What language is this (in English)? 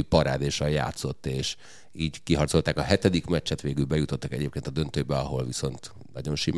Hungarian